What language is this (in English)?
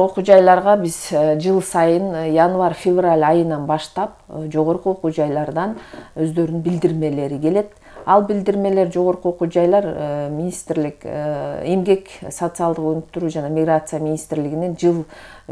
Kyrgyz